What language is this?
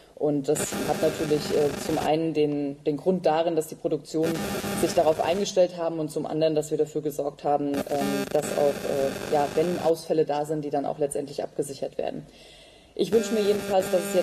German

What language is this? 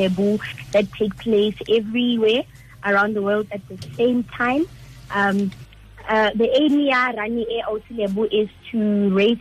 Tswana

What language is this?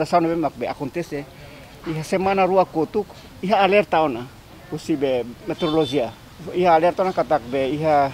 Tetum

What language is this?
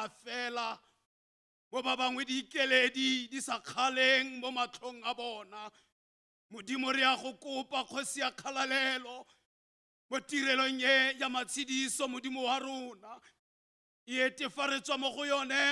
Tswana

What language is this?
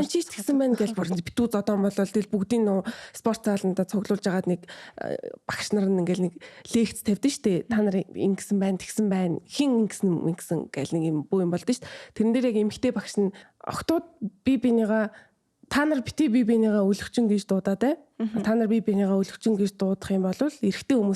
Mongolian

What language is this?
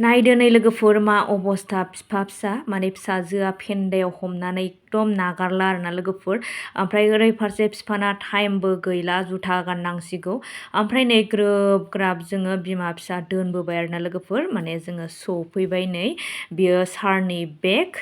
Bodo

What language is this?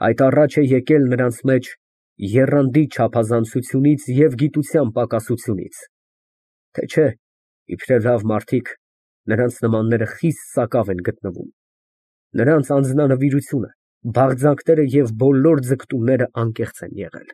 Armenian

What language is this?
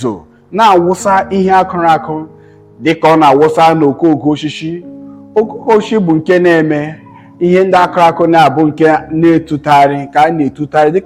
Igbo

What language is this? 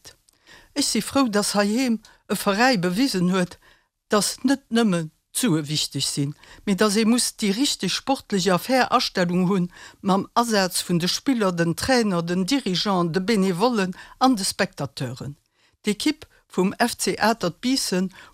Luxembourgish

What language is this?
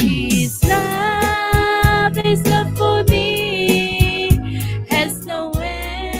Gilbertese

